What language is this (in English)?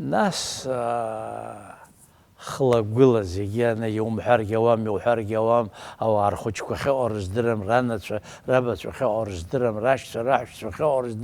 Abkhazian